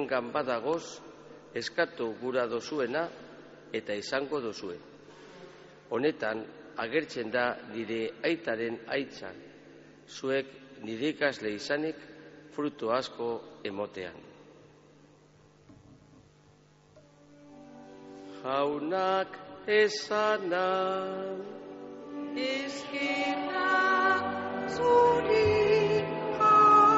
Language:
Basque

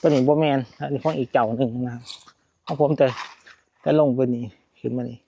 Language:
Northeastern Thai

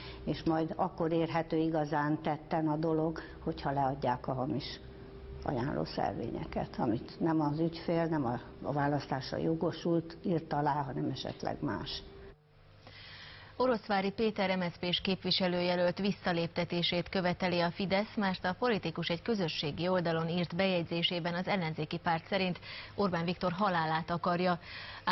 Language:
Hungarian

